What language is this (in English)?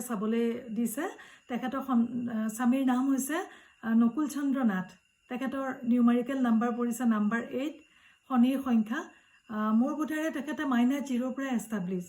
Assamese